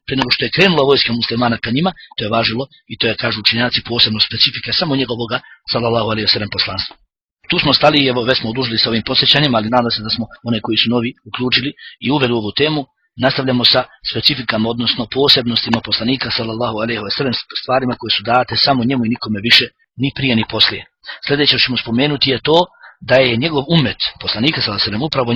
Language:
Bosnian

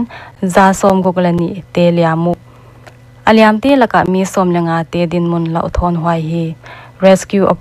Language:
Paite Chin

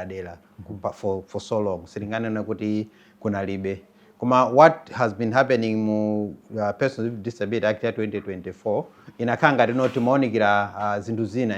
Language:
Nyanja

